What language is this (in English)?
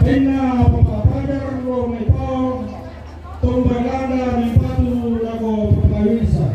Toraja-Sa'dan